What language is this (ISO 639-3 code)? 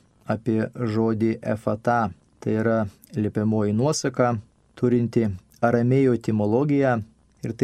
lit